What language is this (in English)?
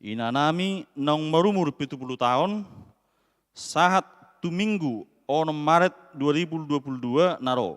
Batak Toba